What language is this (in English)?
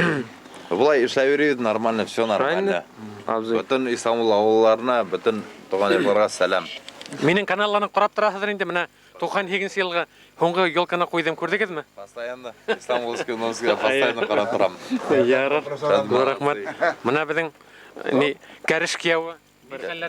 Bashkir